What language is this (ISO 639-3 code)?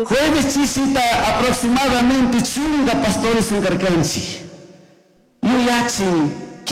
qug